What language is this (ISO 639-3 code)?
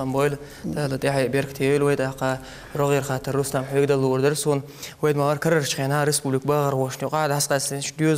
che